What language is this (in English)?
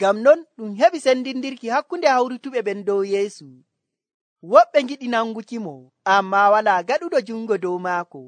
Nigerian Fulfulde